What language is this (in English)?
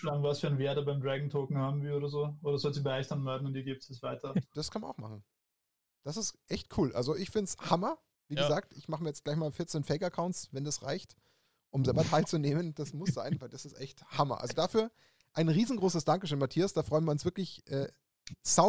German